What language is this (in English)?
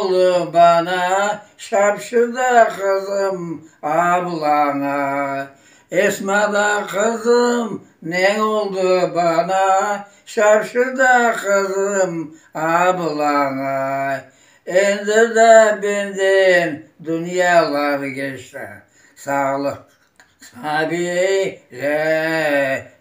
Crimean Tatar